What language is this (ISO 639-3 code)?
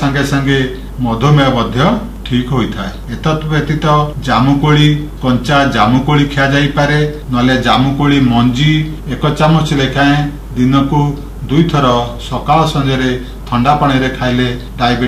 ori